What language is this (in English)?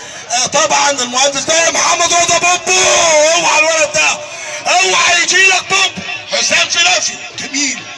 Egyptian Arabic